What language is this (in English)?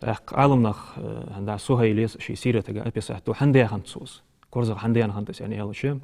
Ingush